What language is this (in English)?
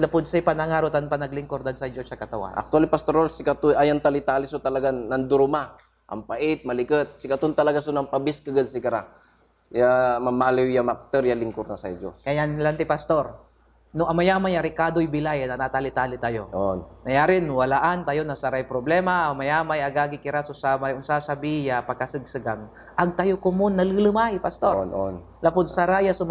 Pangasinan